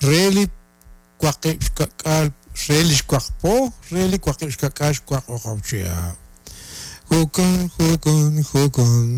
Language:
Kekchí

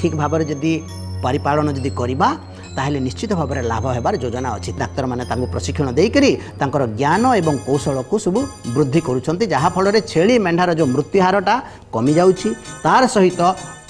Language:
Odia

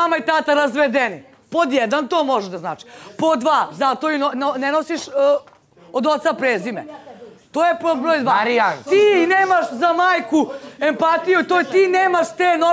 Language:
Serbian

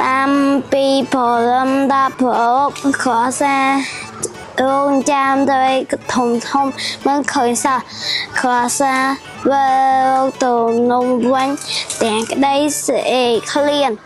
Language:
Khmer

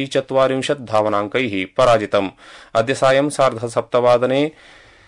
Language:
Sanskrit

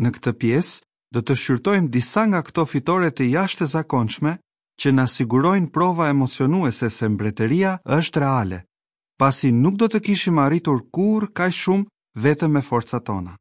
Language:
Albanian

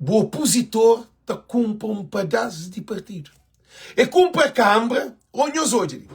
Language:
Kabuverdianu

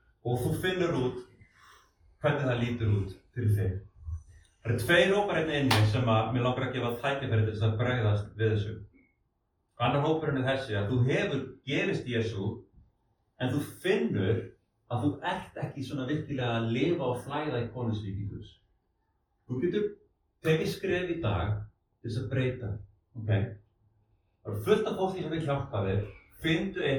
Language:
Icelandic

